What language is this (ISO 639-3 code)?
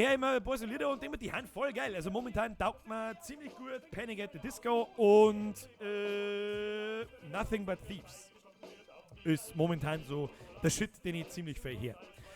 bar